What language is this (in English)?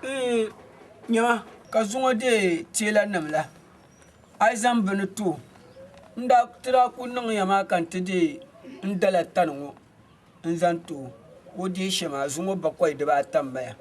Dagbani